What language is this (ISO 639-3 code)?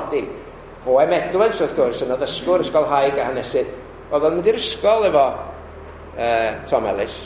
cym